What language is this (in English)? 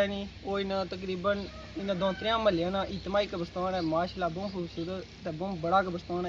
Pahari-Potwari